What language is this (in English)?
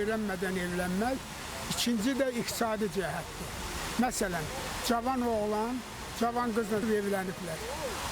Azerbaijani